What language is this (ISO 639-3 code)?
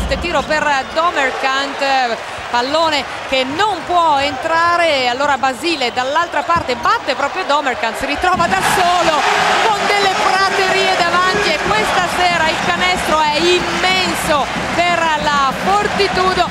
ita